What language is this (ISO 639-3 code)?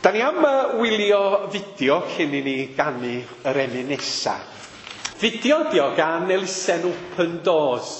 cym